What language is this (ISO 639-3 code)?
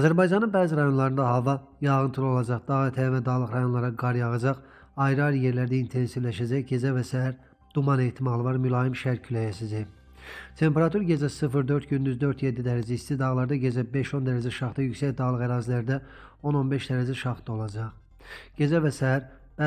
aze